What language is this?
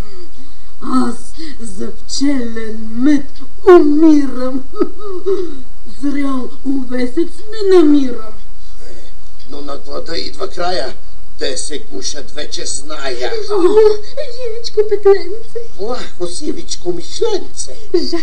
Bulgarian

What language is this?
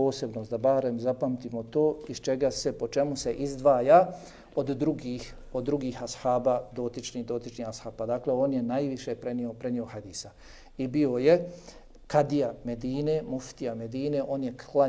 Bosnian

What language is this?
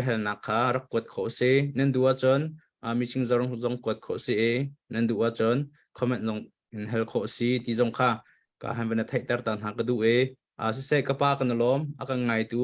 Hakha Chin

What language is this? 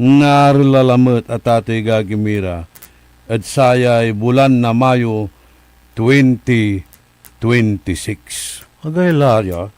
Pangasinan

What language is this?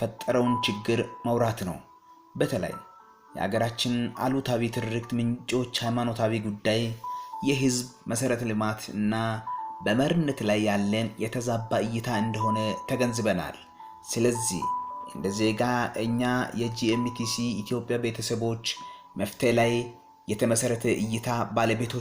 Amharic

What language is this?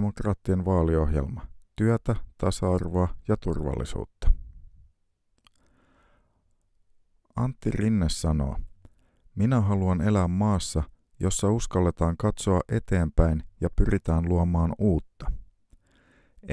Finnish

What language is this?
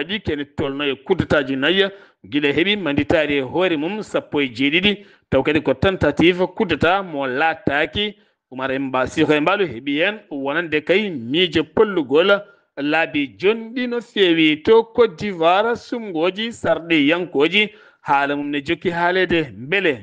Fula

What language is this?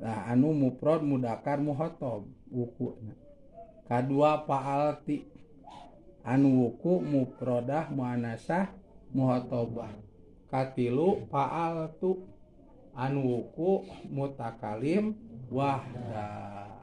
Sundanese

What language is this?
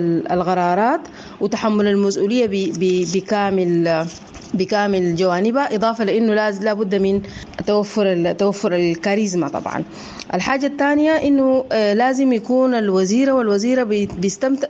Sudanese Arabic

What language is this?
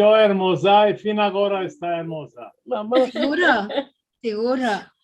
Ladino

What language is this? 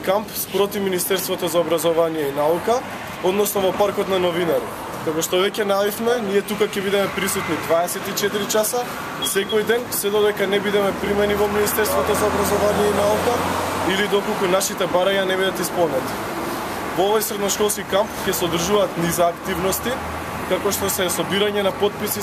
Macedonian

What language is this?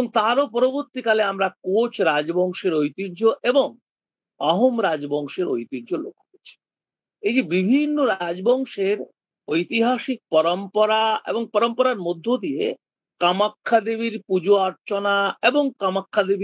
Bangla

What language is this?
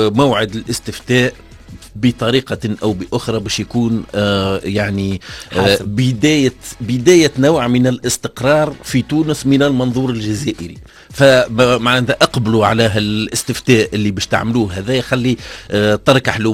Tunisian Arabic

